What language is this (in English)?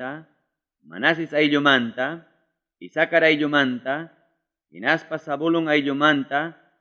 Ayacucho Quechua